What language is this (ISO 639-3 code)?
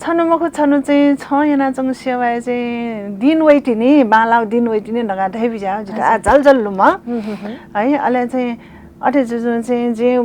new